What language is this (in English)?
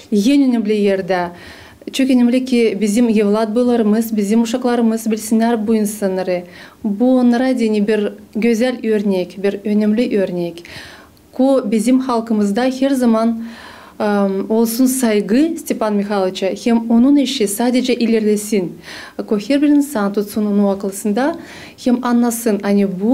Gagauz